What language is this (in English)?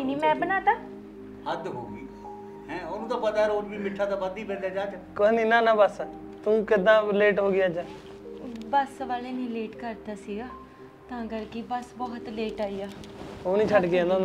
Punjabi